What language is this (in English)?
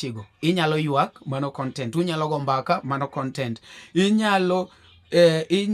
Luo (Kenya and Tanzania)